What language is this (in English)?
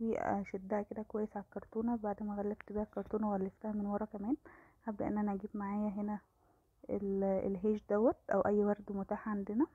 Egyptian Arabic